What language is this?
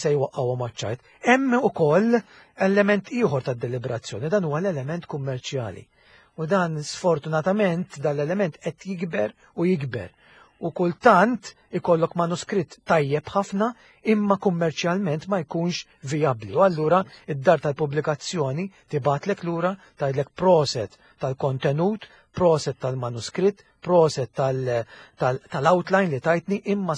Maltese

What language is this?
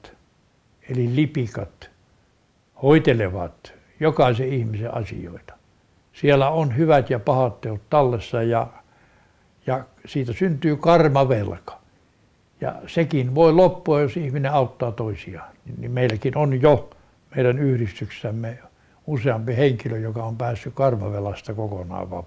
Finnish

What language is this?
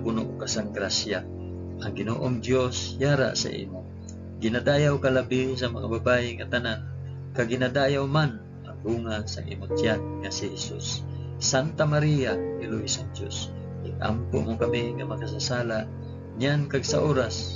Hiligaynon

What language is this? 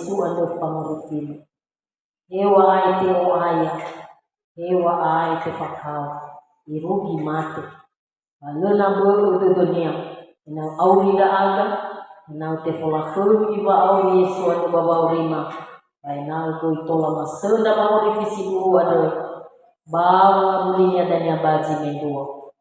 Nias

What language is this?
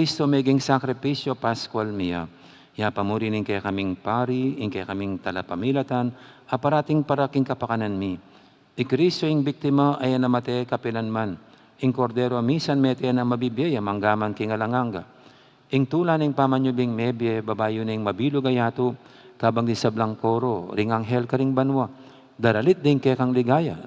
Pampanga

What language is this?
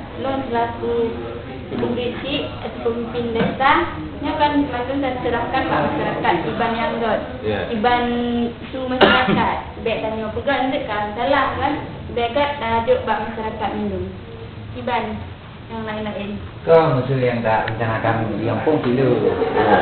Achinese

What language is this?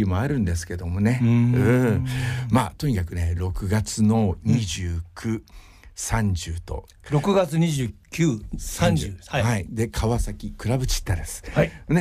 Japanese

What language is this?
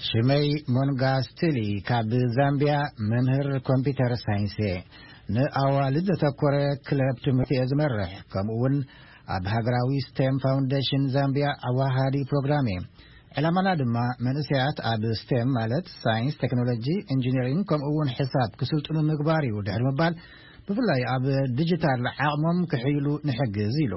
Tigrinya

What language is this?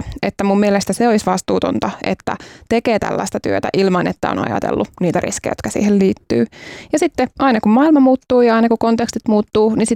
Finnish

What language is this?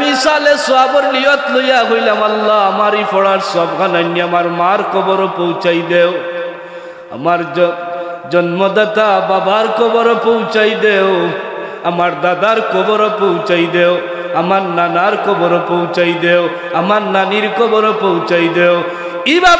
Sylheti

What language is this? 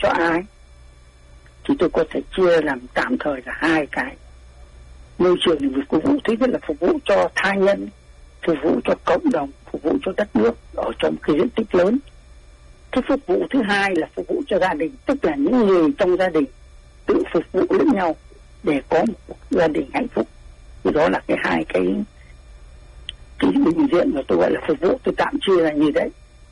Vietnamese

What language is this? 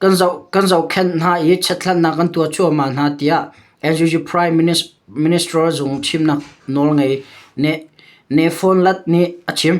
Hakha Chin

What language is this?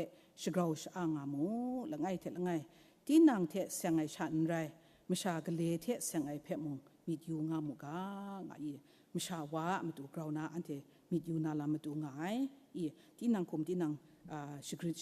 Kachin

